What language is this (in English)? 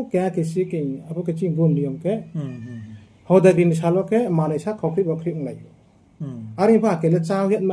Riang (India)